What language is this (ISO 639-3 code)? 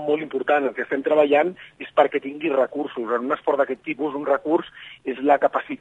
cat